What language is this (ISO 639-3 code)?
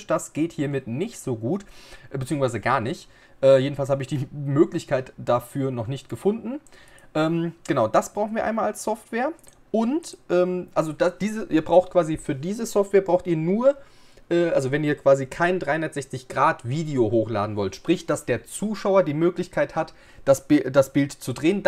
deu